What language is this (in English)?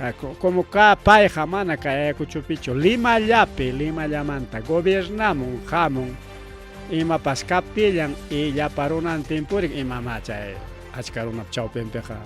Ayacucho Quechua